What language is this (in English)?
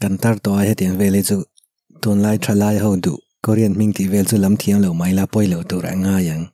Mizo